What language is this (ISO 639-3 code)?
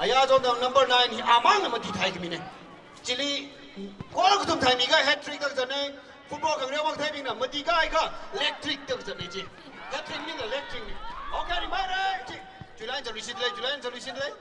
nmf